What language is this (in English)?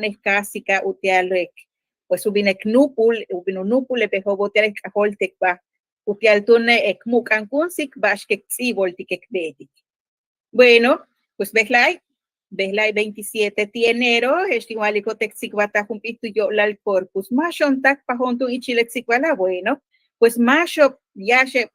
Yucateco